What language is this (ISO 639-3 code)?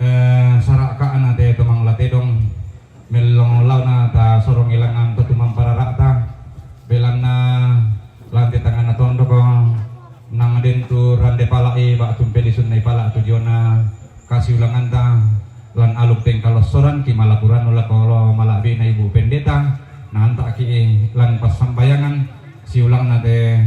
sda